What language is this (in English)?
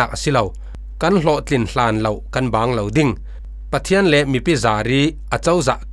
Falam Chin